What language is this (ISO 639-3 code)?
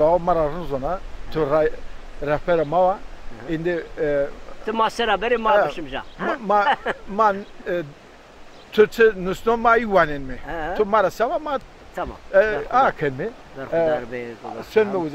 zza